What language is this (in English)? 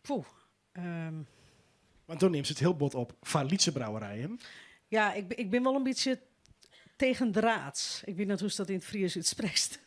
Western Frisian